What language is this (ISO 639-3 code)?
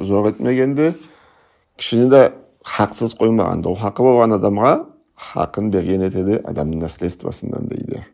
krc